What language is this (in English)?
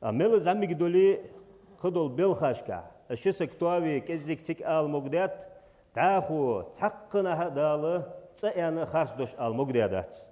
Ingush